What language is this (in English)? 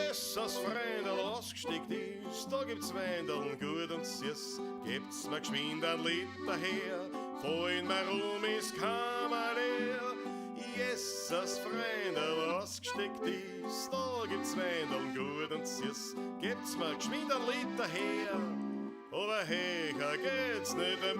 Bavarian